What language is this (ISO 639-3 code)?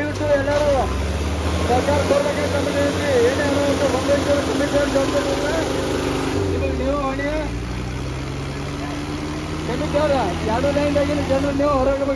kan